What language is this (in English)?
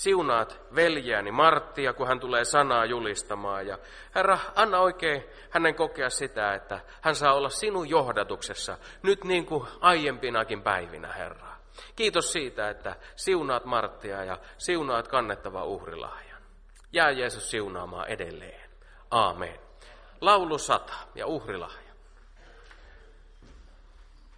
Finnish